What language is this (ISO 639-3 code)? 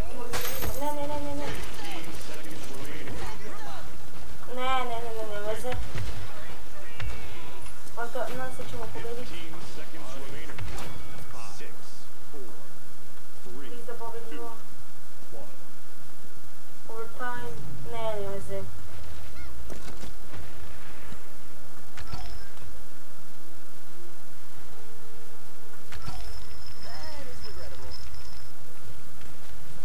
srp